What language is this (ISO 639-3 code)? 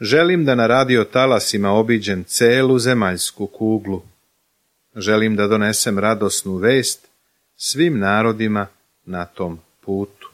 srp